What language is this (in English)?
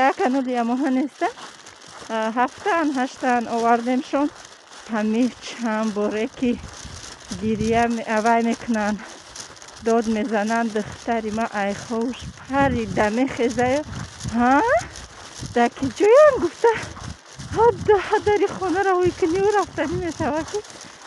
Tajik